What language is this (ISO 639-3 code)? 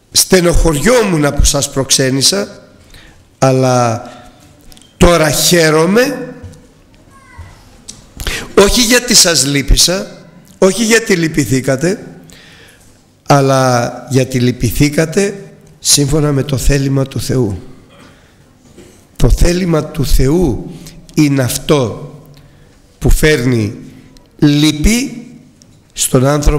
ell